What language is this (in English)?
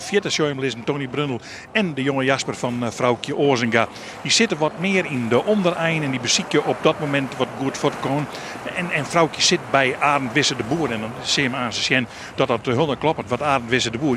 Western Frisian